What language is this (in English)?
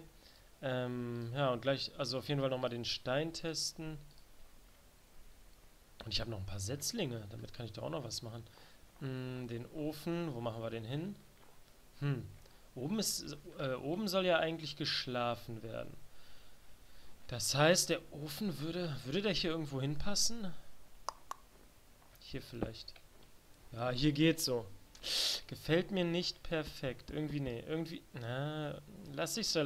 German